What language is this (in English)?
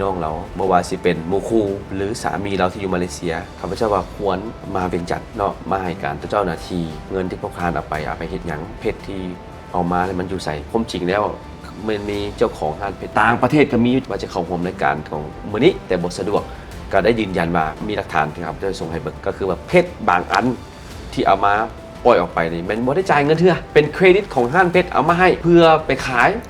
Lao